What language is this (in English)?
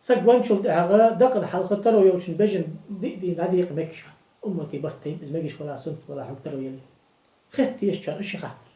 Ingush